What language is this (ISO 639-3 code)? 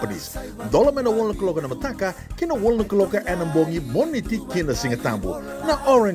fij